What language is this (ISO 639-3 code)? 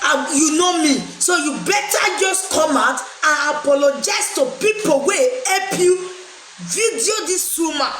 pcm